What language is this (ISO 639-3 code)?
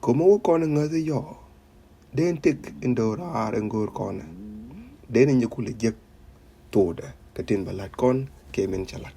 nus